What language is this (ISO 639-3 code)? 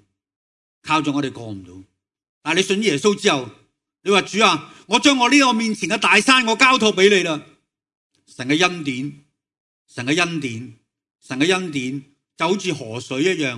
yue